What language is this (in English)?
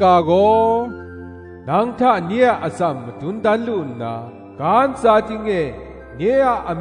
Kachin